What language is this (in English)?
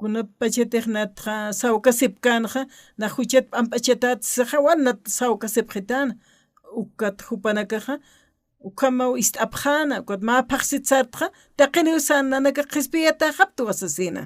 Aymara